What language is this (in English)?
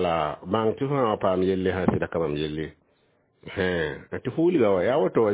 Mossi